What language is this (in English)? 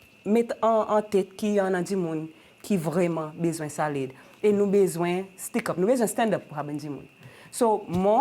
Seselwa Creole French